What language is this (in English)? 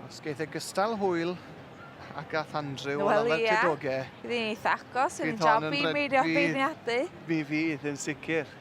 Welsh